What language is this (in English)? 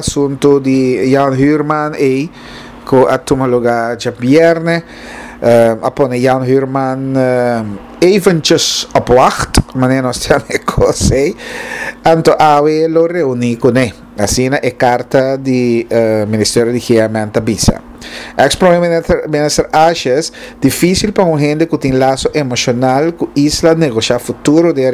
Papiamento